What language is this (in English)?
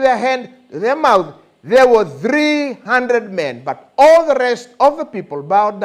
Fijian